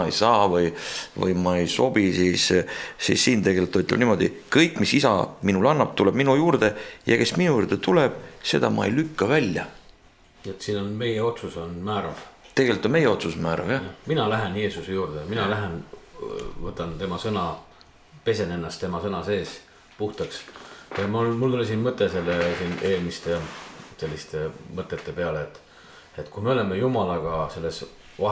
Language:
Estonian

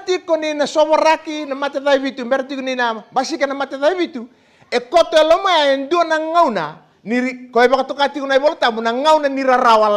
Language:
Fijian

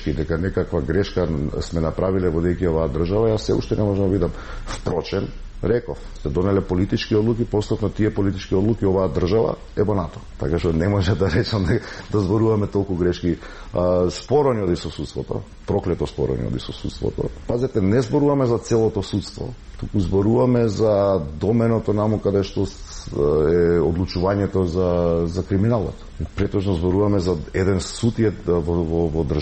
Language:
Macedonian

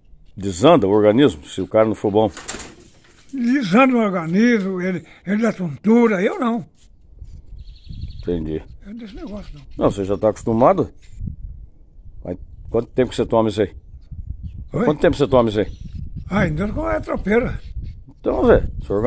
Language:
Portuguese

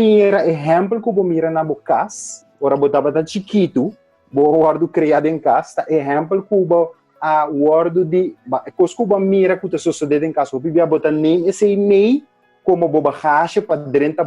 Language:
Papiamento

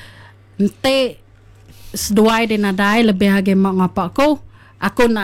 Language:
Iban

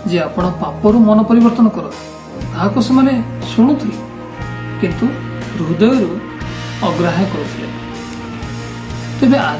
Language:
Odia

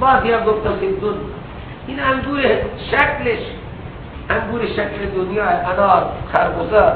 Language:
Persian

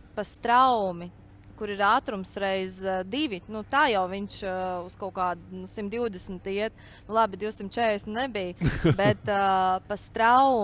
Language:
Latvian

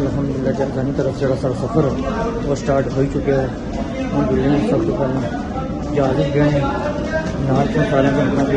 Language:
Pahari-Potwari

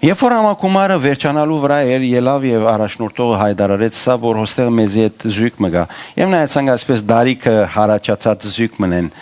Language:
Western Armenian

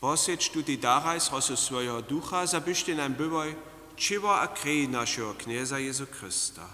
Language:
Upper Sorbian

